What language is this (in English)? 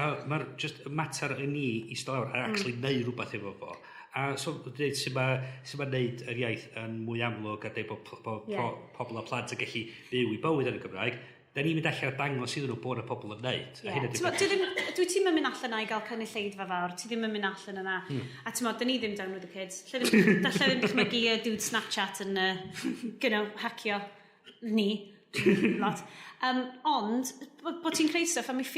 Welsh